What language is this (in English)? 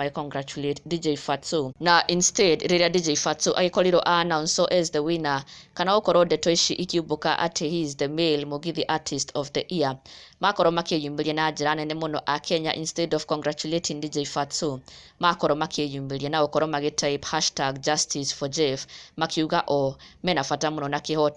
Kikuyu